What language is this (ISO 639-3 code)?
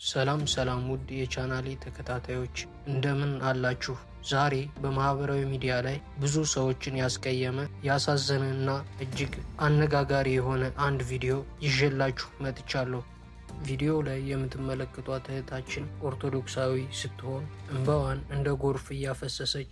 amh